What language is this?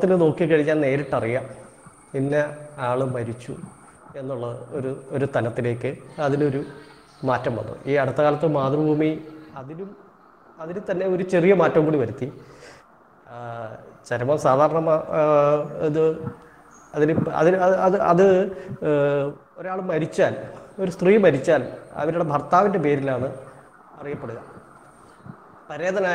Malayalam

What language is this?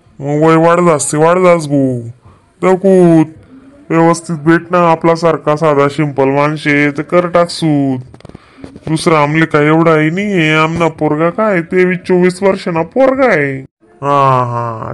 Khandesi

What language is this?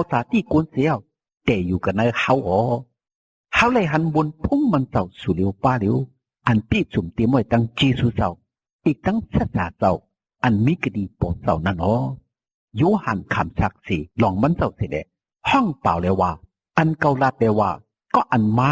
Shan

